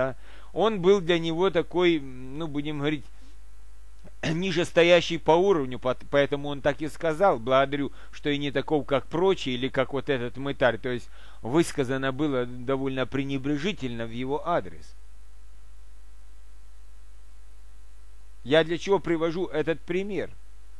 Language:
Russian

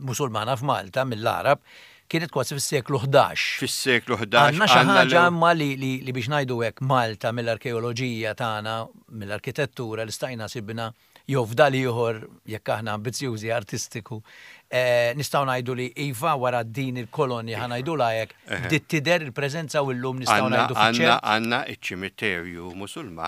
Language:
Maltese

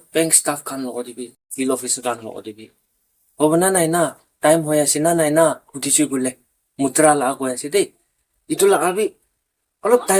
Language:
Naga Pidgin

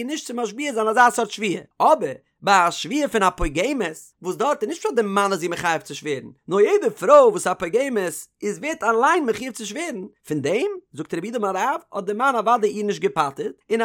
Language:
Yiddish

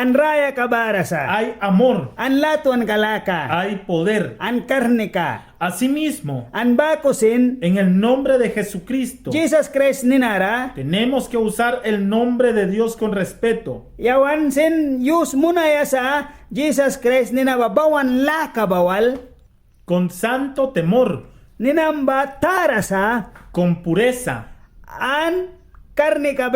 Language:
Mískito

